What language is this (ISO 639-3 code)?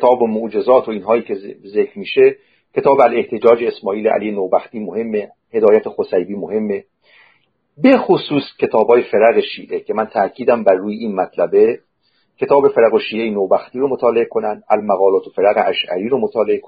fas